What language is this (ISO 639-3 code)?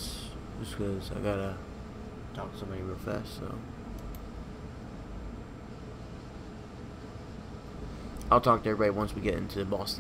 eng